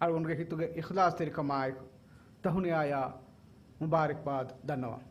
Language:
Divehi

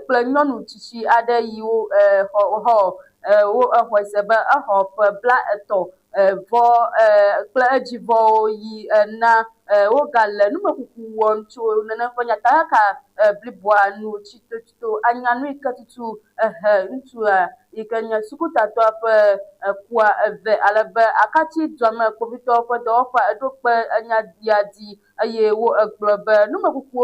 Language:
Ewe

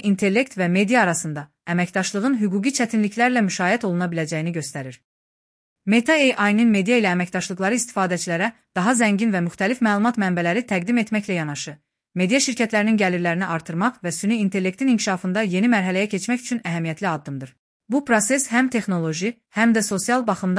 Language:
Azerbaijani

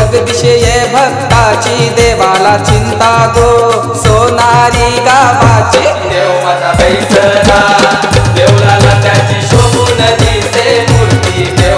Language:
Marathi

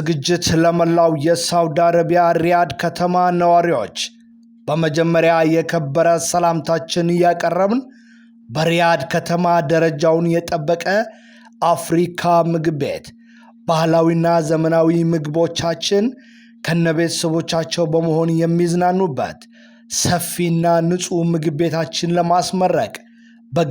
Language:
Amharic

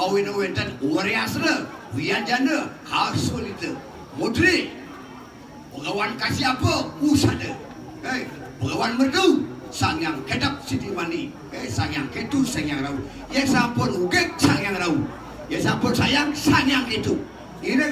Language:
Balinese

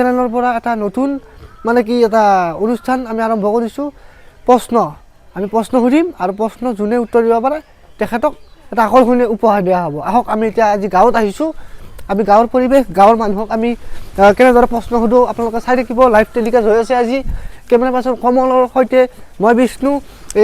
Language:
Assamese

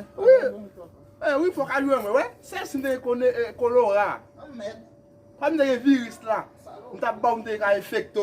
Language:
Haitian Creole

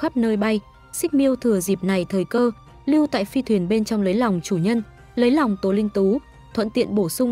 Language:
Vietnamese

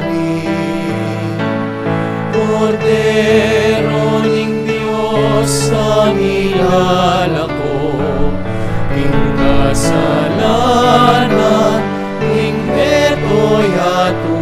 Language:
Pampanga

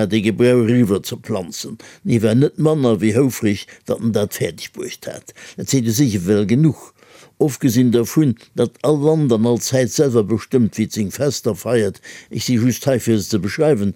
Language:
Luxembourgish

